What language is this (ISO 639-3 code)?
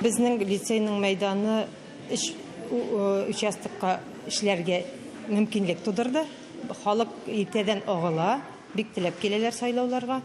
tat